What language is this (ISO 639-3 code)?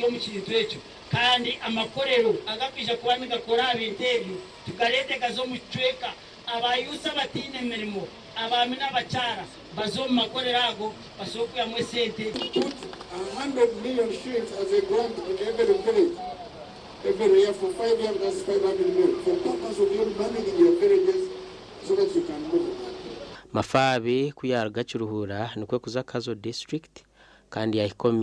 nyn